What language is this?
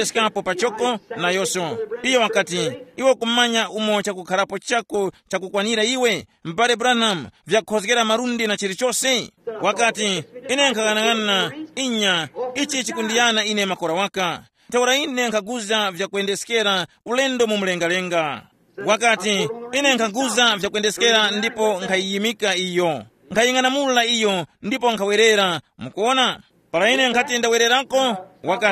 Tumbuka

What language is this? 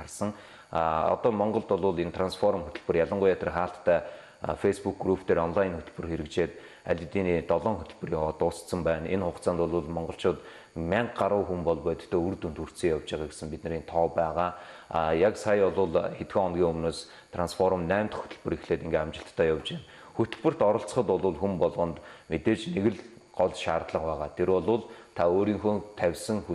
Mongolian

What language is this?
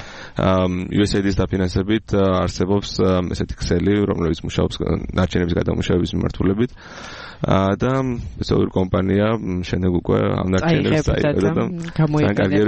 Georgian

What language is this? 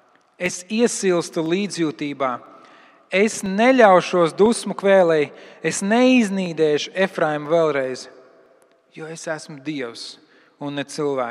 Latvian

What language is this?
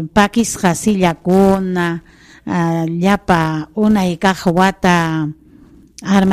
Ayacucho Quechua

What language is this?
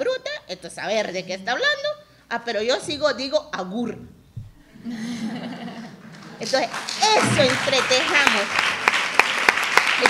Basque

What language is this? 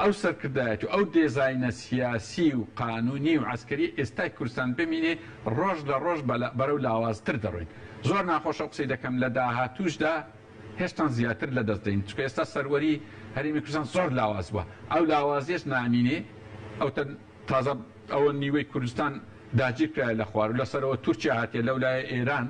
Central Kurdish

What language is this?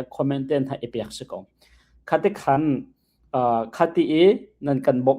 Hakha Chin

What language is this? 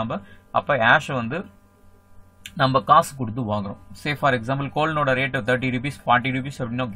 Tamil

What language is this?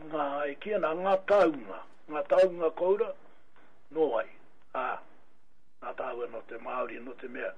Māori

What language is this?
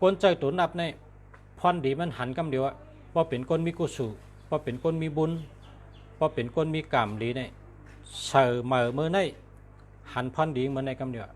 Shan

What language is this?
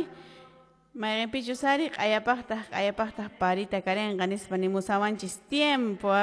Quechua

